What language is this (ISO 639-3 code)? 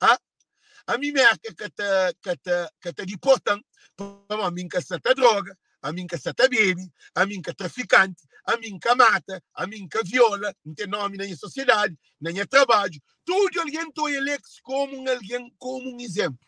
kea